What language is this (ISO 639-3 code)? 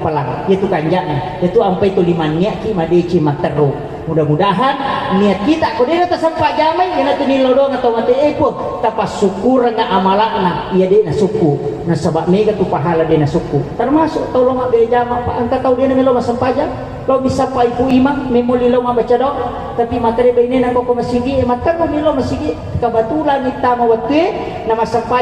bug